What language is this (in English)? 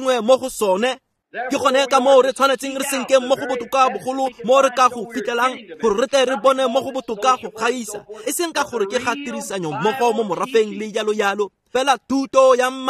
Tswana